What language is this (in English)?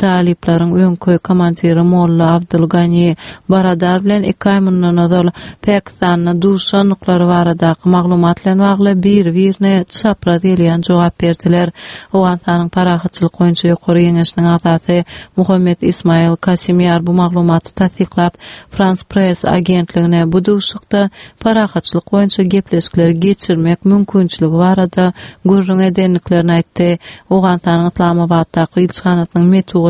Turkmen